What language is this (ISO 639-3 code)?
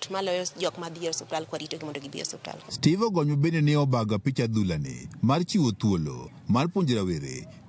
luo